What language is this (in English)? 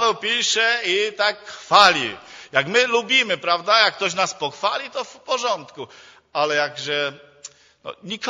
Polish